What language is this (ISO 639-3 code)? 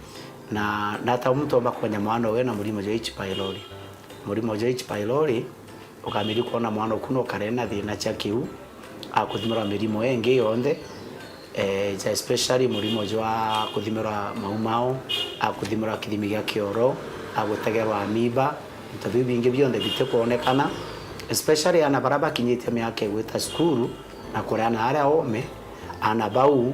mer